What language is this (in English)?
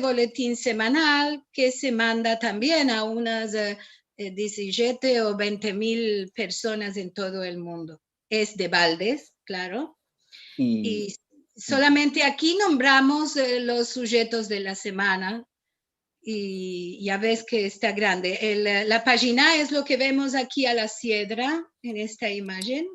Ladino